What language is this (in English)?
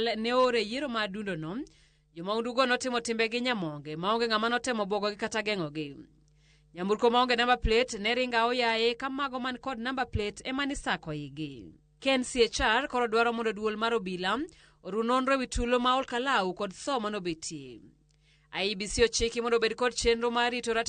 Luo (Kenya and Tanzania)